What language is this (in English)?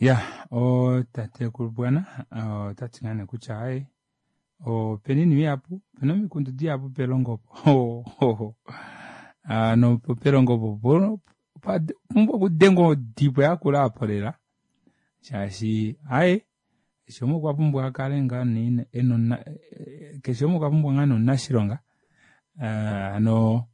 Kuanyama